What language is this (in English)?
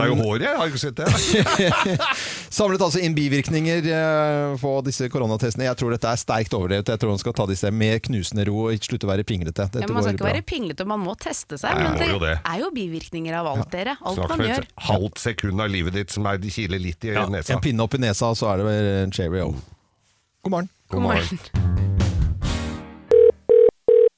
Norwegian